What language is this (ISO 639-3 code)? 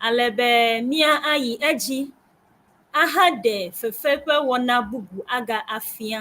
ewe